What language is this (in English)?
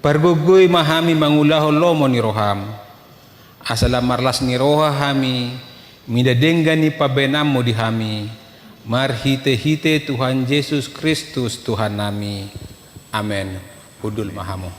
Batak Toba